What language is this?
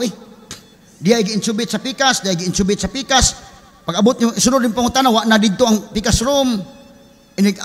Cebuano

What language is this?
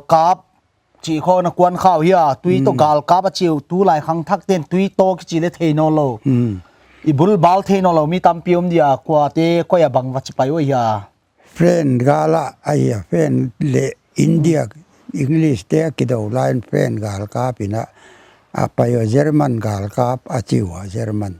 Paite Chin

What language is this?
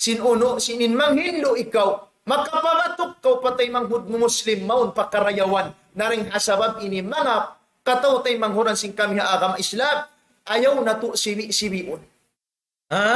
Tausug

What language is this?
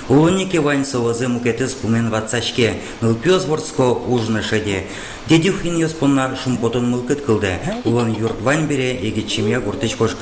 Udmurt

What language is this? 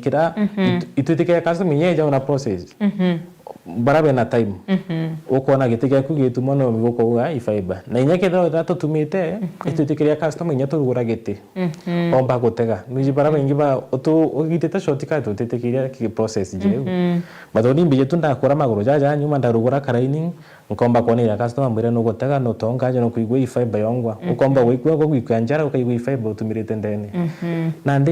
Meru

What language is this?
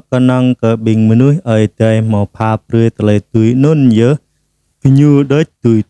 Jarai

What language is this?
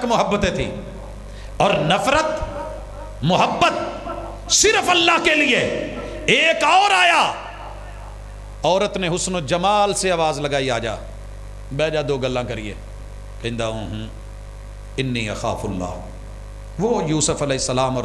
Urdu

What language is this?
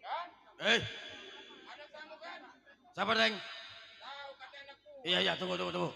Betawi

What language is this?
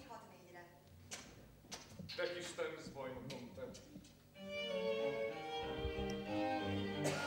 Hungarian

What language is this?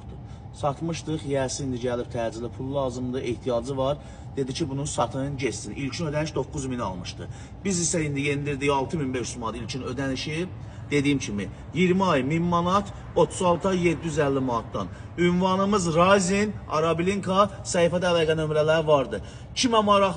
Azerbaijani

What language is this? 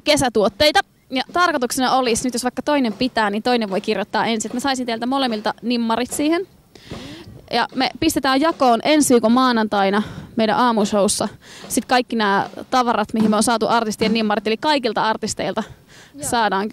Finnish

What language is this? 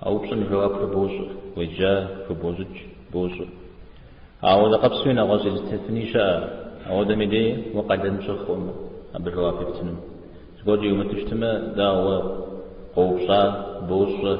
Kabardian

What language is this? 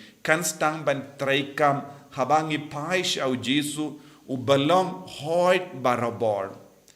Khasi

